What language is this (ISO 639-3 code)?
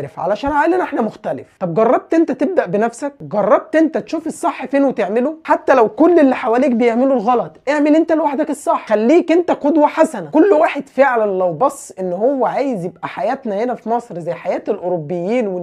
arz